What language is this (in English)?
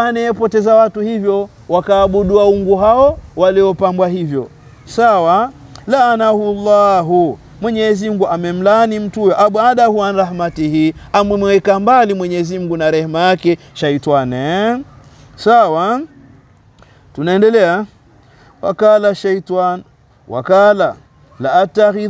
Swahili